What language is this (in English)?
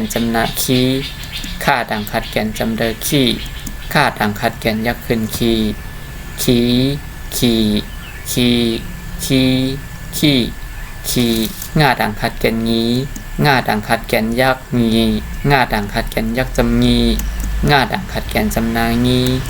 Shan